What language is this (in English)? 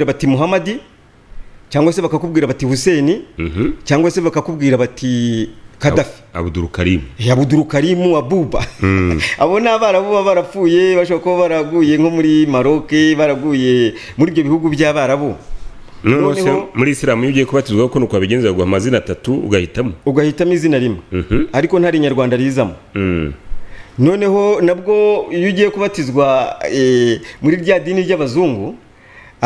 Kinyarwanda